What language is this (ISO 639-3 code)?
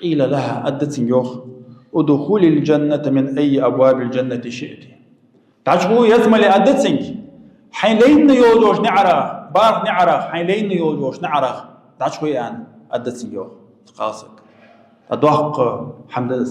inh